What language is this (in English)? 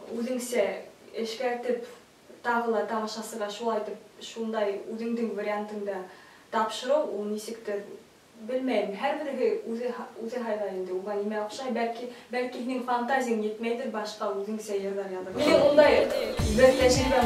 Bashkir